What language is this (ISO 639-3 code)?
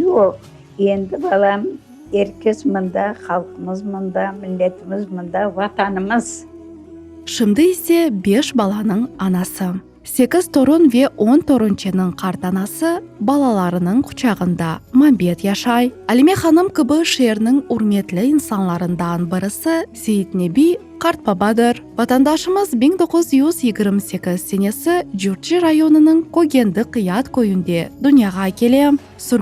crh